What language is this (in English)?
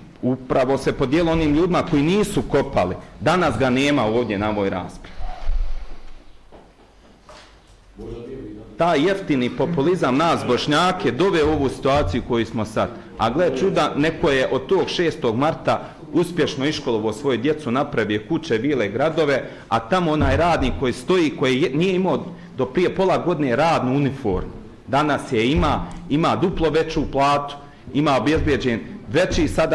Bosnian